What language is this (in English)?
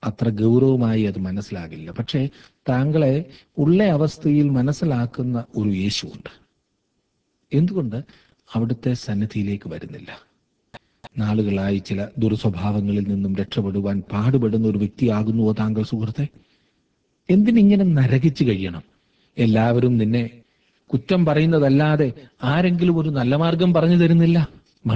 Malayalam